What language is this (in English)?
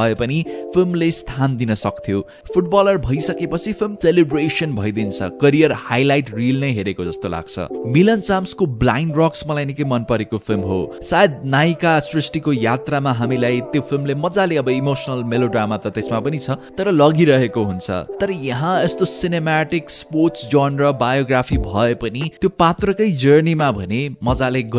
Nepali